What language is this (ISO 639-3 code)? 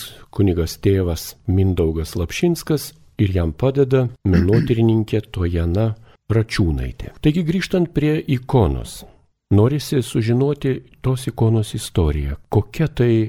lit